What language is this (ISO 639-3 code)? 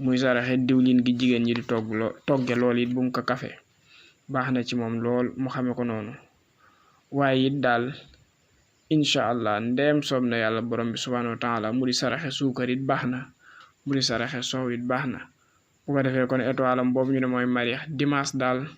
wol